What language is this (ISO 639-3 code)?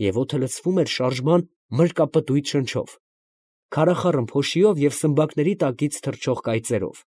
hye